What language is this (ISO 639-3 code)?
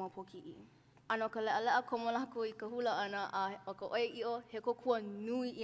haw